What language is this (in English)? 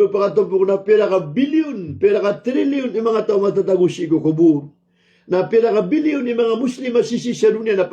Maranao